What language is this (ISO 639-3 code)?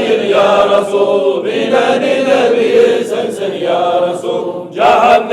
kum